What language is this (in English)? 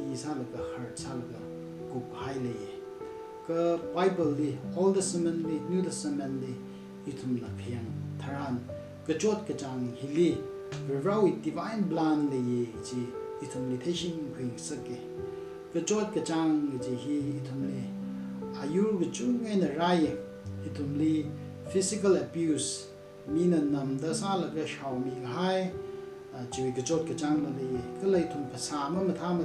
Tangkhul Naga (India)